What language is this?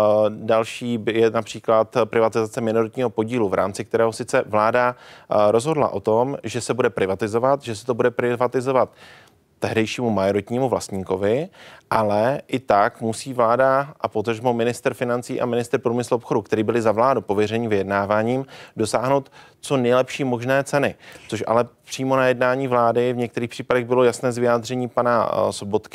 Czech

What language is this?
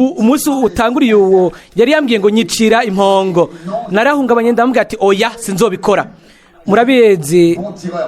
Rundi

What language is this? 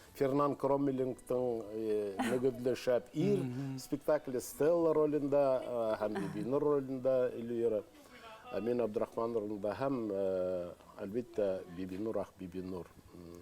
Bashkir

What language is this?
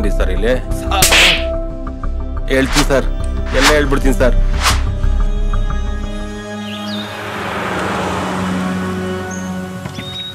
Kannada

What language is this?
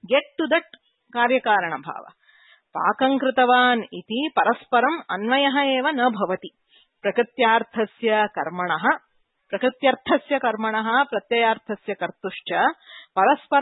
Sanskrit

